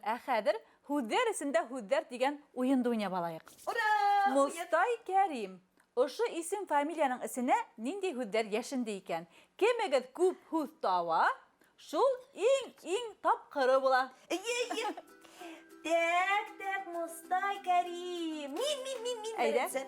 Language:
Bashkir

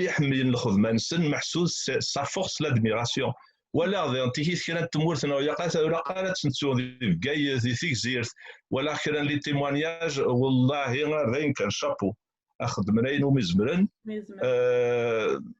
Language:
Kabyle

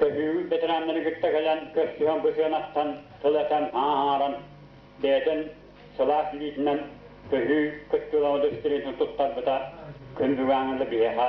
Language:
Yakut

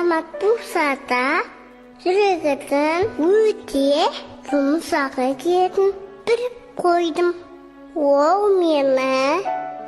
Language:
Kara-Kalpak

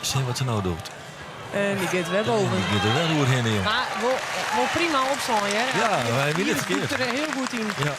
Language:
Western Frisian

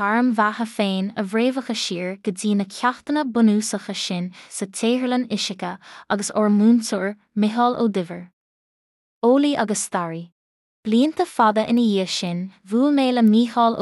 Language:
Irish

